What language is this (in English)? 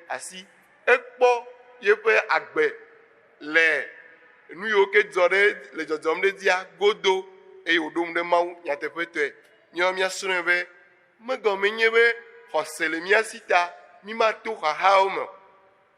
Ewe